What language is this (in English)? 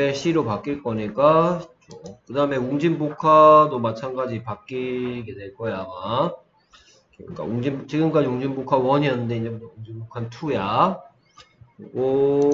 Korean